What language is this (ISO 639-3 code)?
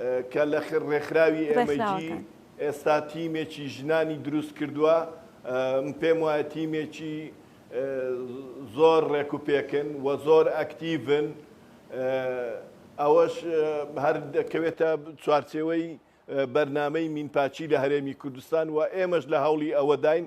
ckb